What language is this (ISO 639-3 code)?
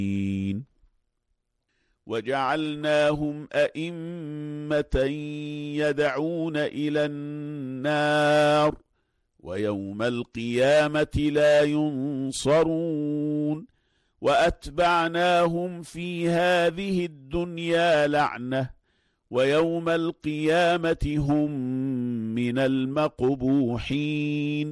ara